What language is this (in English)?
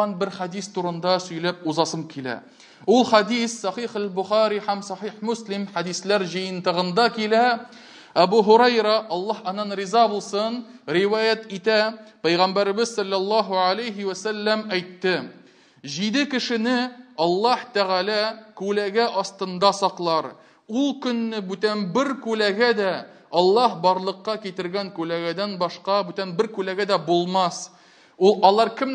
Tatar